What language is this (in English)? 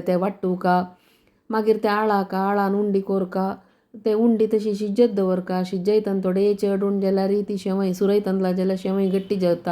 Konkani